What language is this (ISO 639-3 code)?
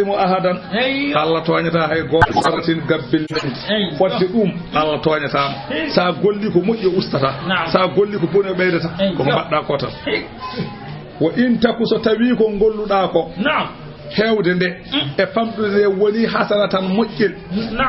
ful